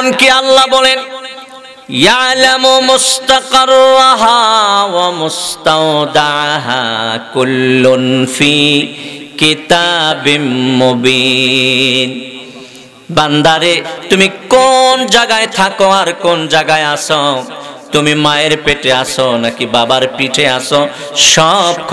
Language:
Bangla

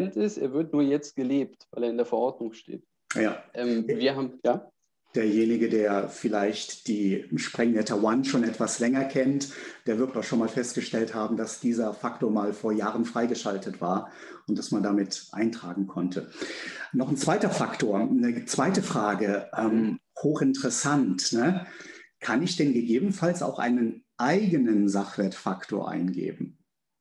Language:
German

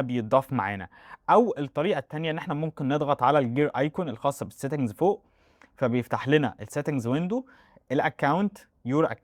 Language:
Egyptian Arabic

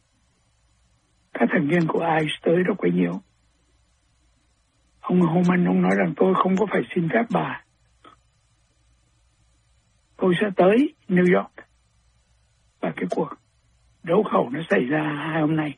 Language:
Vietnamese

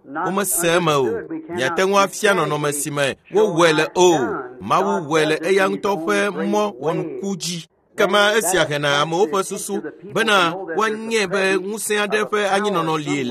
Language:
Ewe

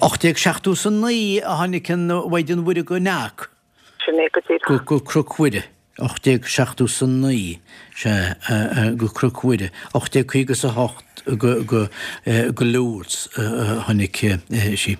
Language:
Irish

